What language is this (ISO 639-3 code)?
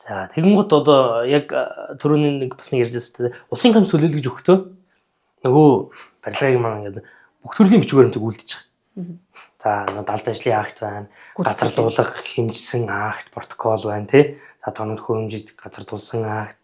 mon